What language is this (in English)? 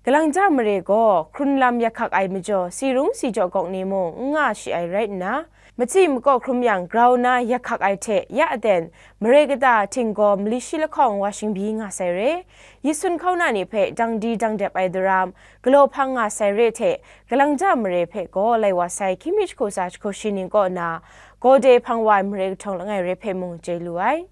Kachin